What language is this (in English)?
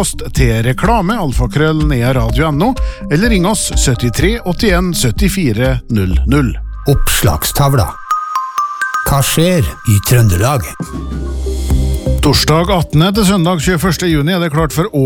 Norwegian